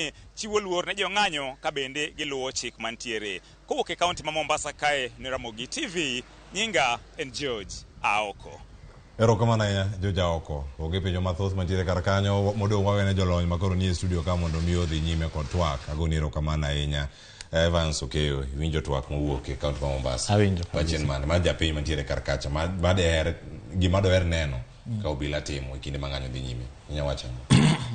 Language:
Luo (Kenya and Tanzania)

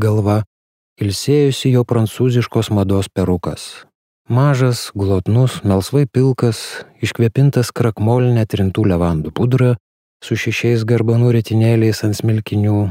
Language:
Lithuanian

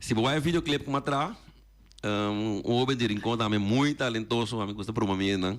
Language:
Papiamento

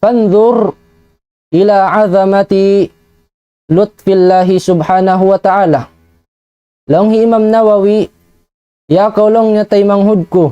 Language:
Tausug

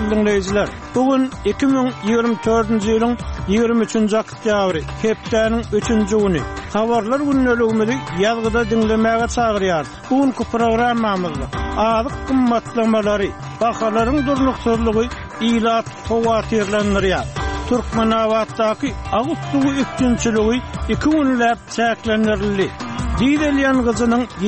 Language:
Turkmen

